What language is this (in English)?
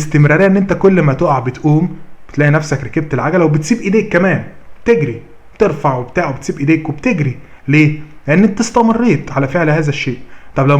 Egyptian Arabic